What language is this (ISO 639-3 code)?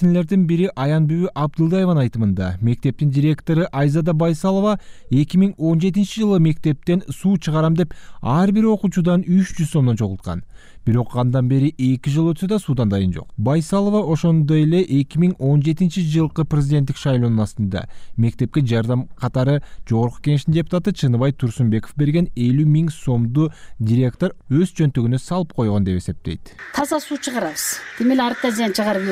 kir